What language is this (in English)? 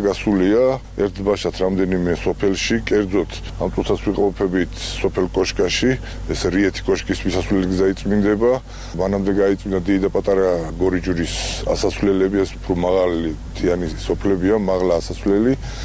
Georgian